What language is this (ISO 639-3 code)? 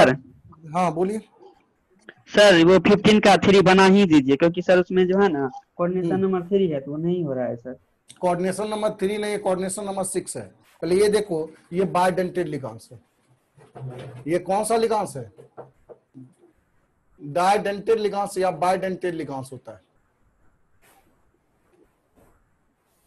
hin